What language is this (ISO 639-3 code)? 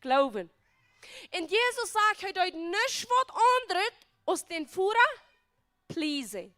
pdt